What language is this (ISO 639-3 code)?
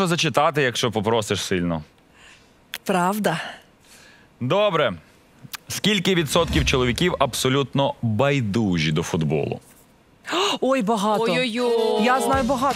ukr